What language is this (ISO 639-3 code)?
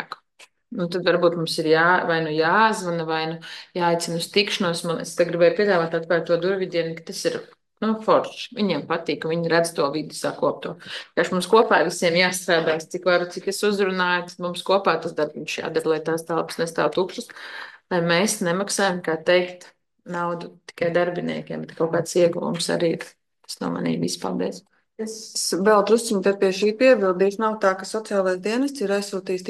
lav